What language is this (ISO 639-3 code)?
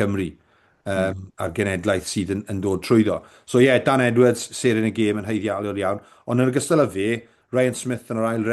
cym